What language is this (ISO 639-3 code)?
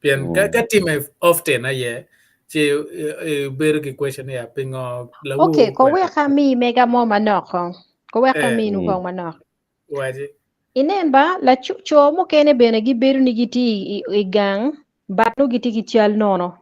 ach